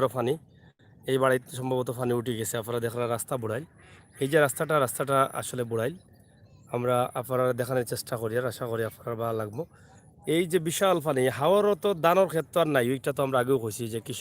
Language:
Sylheti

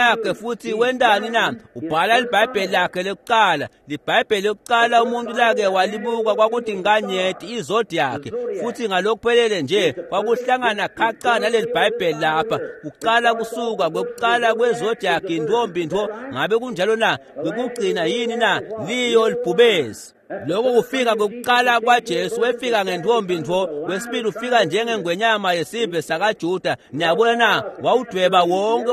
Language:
Swati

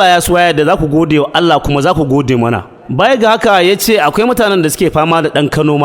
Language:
Hausa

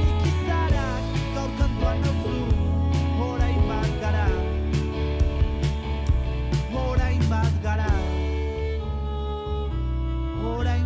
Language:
Basque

